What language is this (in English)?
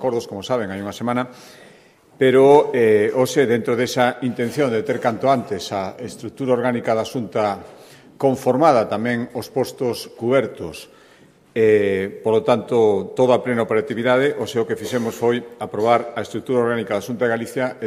Galician